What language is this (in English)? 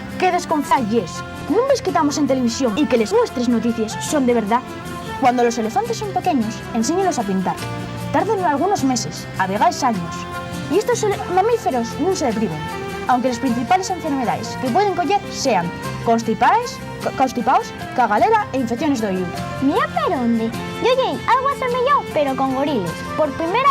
Asturian